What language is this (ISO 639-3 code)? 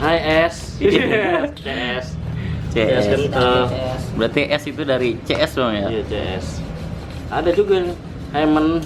bew